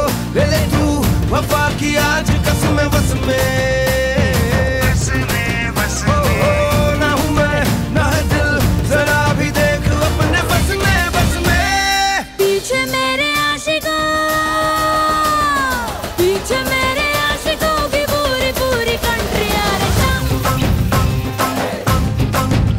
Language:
Hindi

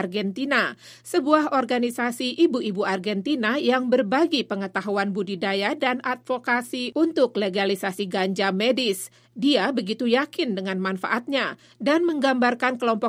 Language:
Indonesian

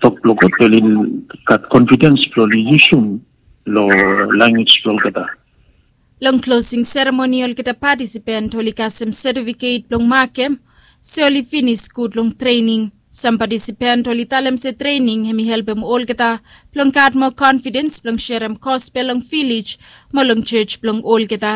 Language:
Bislama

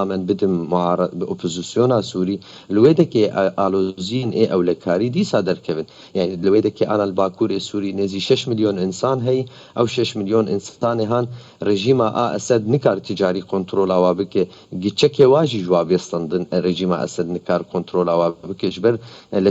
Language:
Kurdish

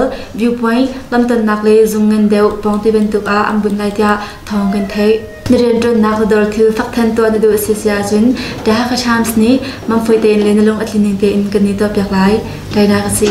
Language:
Hakha Chin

